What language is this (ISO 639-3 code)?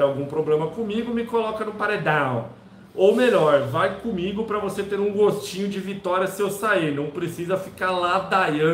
por